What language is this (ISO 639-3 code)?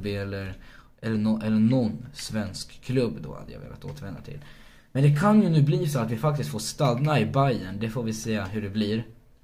swe